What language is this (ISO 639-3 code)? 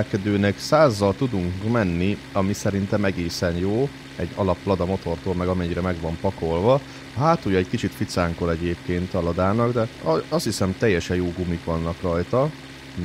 hun